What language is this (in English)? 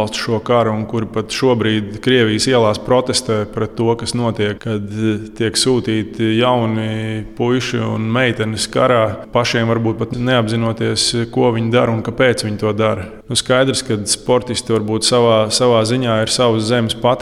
Latvian